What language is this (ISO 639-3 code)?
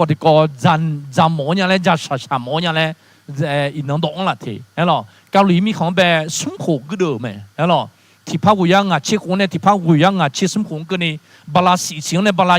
ahk